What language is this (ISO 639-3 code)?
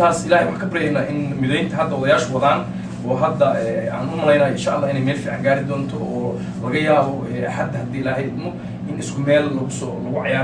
som